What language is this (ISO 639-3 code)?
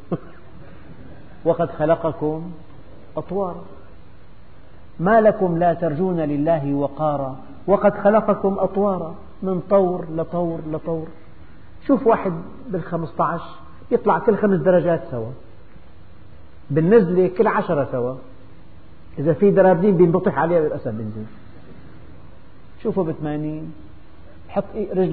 ara